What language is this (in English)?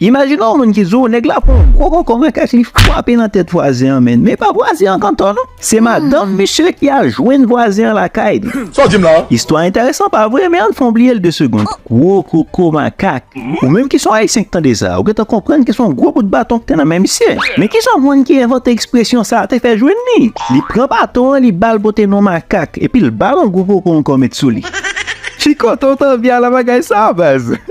Haitian Creole